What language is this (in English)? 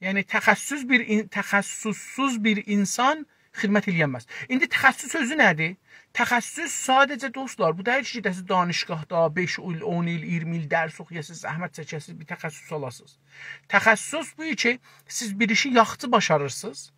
South Azerbaijani